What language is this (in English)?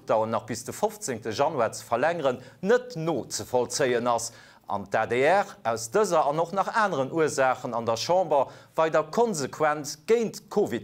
Luxembourgish